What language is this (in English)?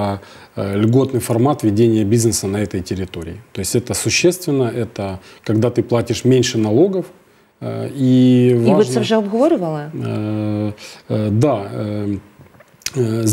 Russian